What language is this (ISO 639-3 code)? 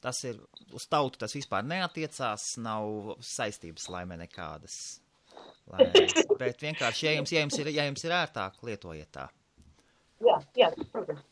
lav